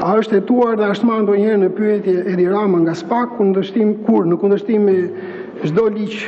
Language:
Albanian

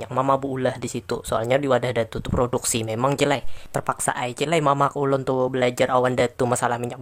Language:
Banjar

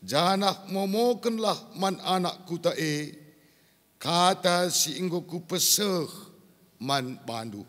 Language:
Batak Karo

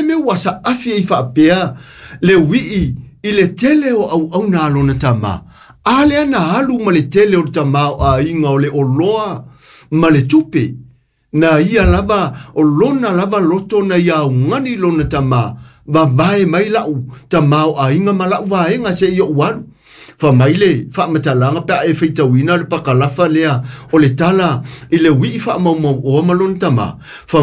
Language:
Samoan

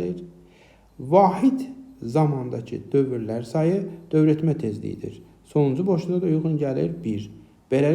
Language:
Azerbaijani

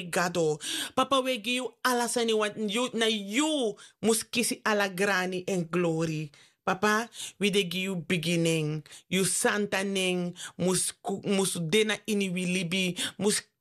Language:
Sranan Tongo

